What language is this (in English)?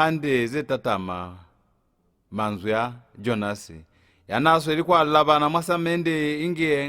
Lozi